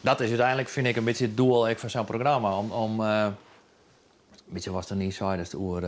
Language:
Western Frisian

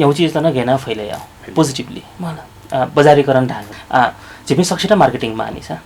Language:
Newari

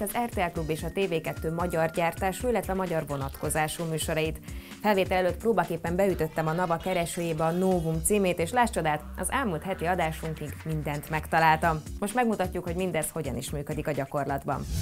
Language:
Hungarian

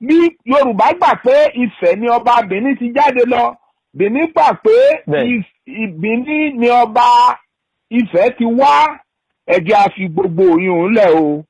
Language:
Yoruba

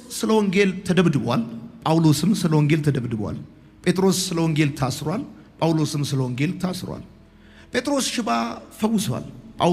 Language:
Amharic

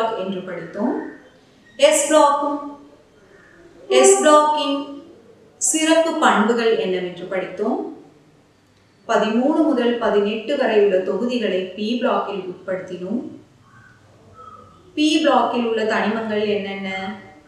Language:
Tamil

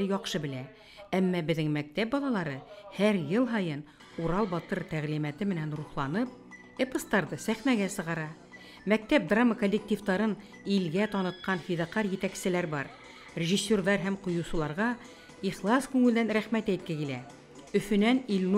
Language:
Bashkir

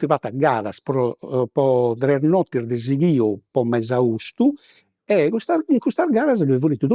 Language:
Sardinian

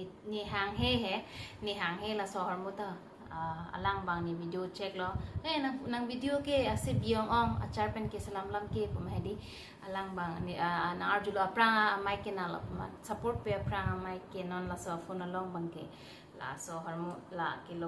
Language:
Karbi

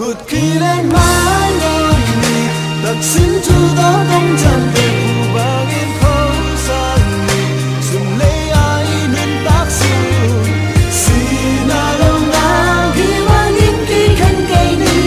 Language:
Tedim Chin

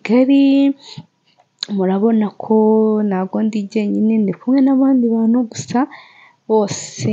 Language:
Kinyarwanda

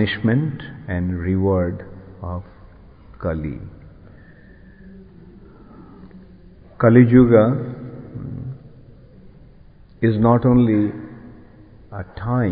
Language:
English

